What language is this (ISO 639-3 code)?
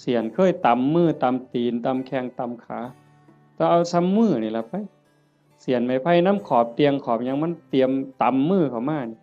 tts